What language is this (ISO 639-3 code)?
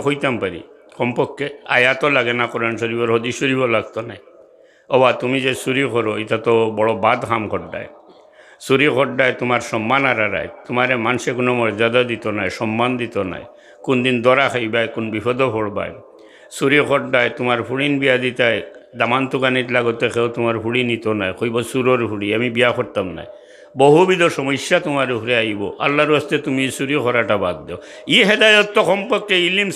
syl